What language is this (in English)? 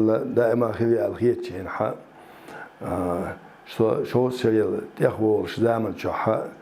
Chechen